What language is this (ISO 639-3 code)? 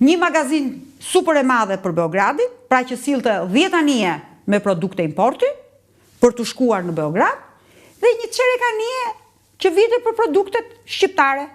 sqi